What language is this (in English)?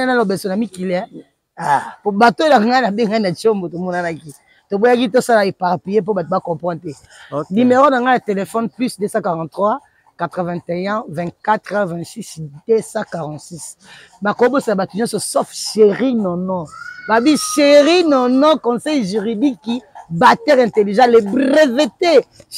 Lingala